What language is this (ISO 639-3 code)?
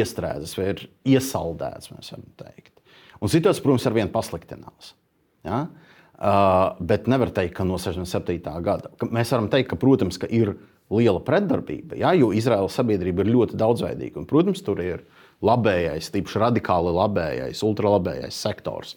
lav